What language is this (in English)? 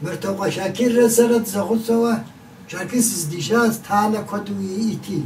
Kabardian